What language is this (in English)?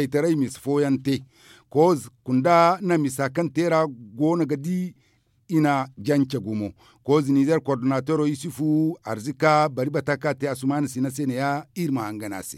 Zarma